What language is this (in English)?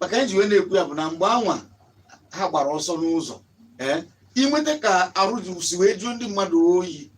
Igbo